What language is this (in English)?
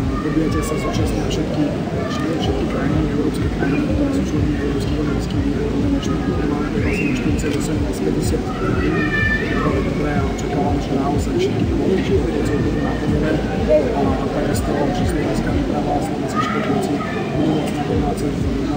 Slovak